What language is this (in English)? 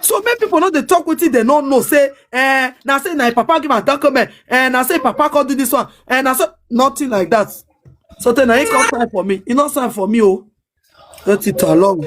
Nigerian Pidgin